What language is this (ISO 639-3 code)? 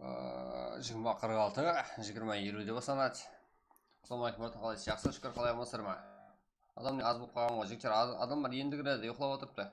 kaa